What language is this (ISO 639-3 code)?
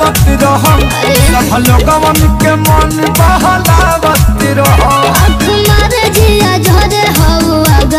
bho